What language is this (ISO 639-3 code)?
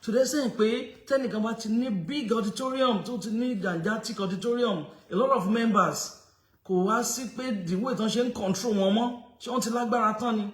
yor